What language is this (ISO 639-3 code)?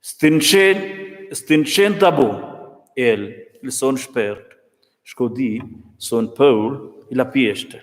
roh